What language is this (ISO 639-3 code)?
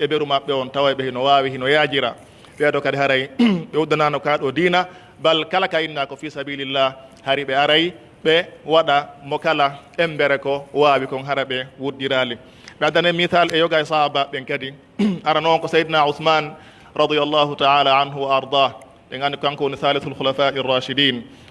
fuf